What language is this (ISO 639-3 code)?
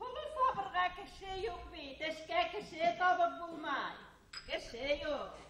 bak